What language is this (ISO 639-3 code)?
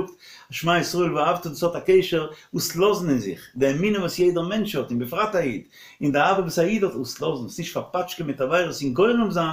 yid